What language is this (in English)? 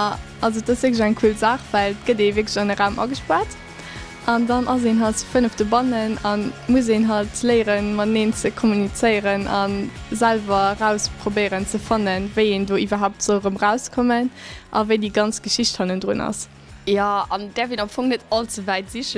Luxembourgish